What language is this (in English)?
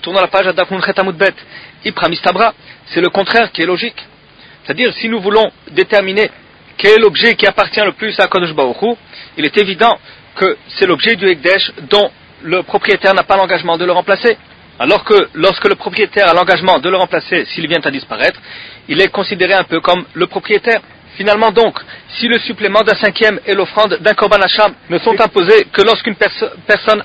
French